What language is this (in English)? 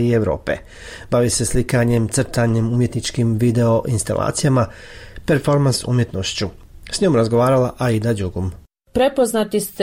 Bosnian